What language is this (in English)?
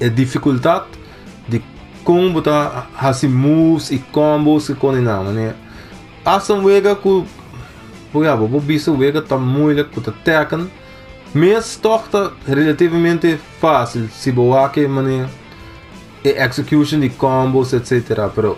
Papiamento